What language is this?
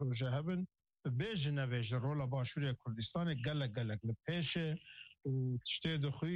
Kurdish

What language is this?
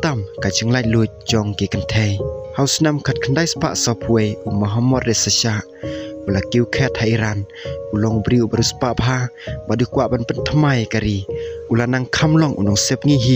Khasi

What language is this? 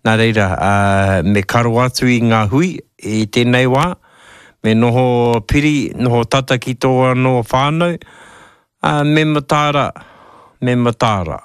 Māori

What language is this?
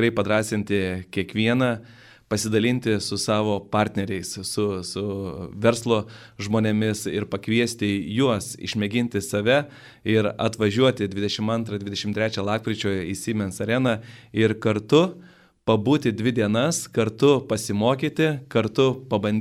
Lithuanian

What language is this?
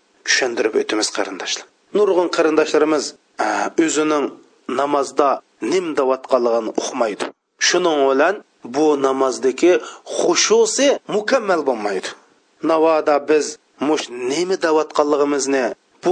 Uyghur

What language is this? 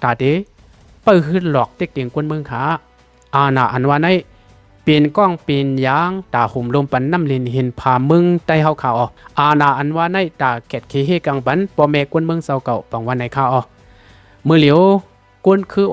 Lao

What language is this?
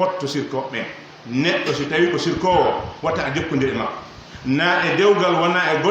Pular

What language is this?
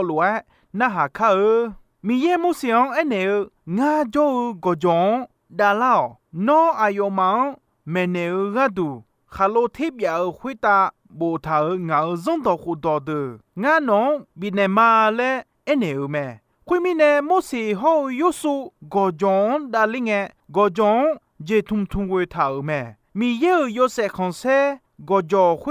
Akha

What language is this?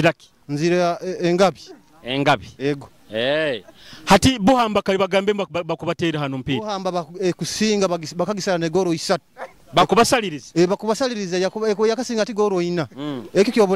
Nyoro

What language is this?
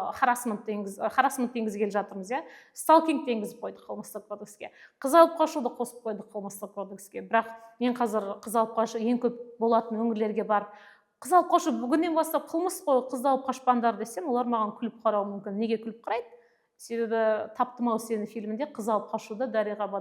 Kazakh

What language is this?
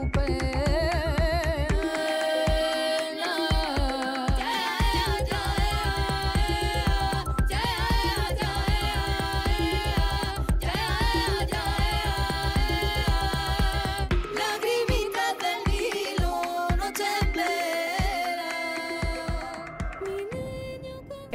Catalan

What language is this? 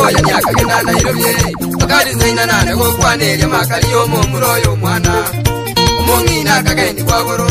Gusii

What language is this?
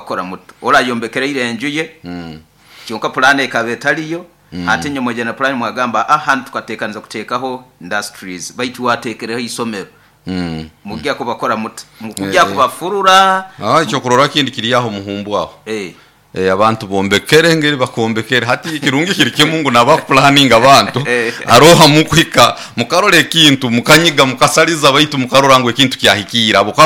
Nyoro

